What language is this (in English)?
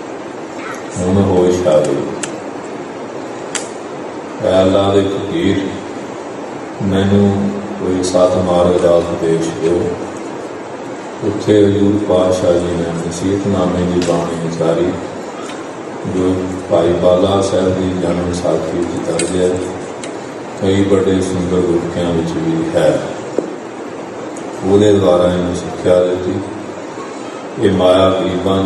Punjabi